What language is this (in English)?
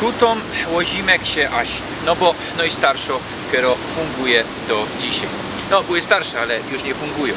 Silesian